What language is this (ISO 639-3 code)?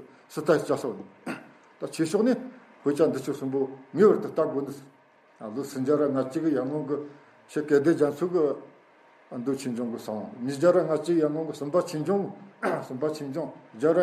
bod